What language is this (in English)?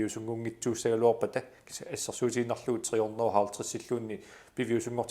Kalaallisut